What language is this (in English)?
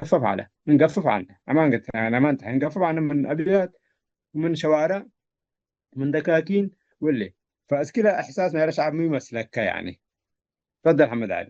Tigre